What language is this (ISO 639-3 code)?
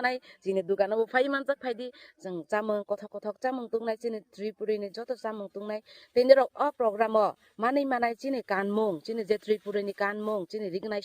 trp